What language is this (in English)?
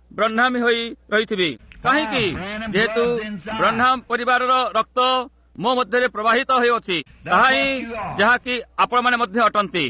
Odia